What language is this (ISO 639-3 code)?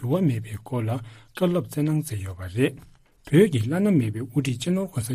bod